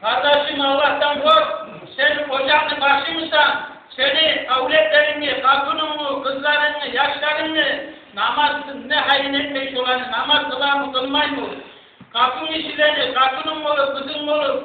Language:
Kumyk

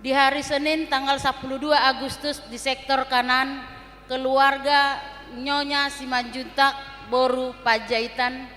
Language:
Batak Toba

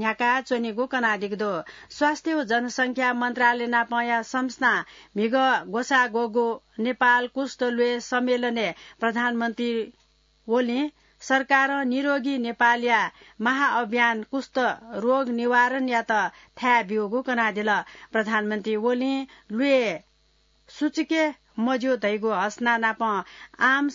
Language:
Newari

